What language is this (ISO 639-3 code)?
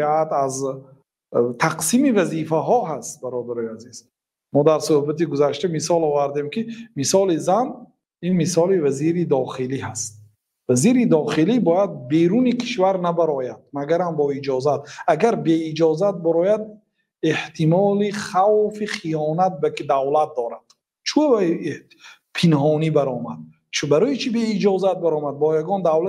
tgk